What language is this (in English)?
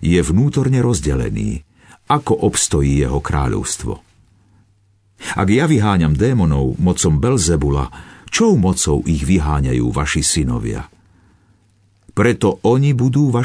Slovak